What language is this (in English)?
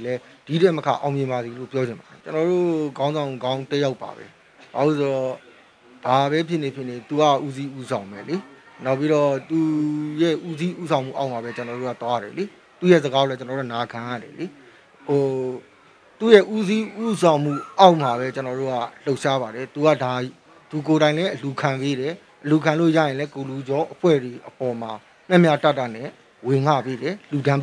Burmese